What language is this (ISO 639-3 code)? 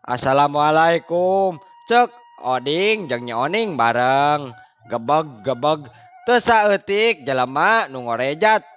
sun